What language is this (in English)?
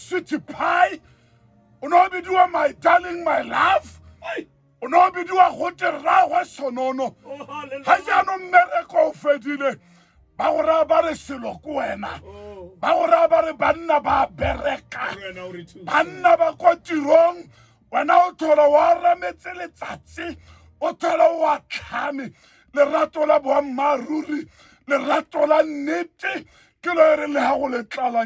Tswana